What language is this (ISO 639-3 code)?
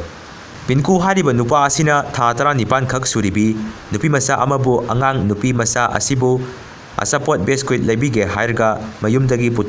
mni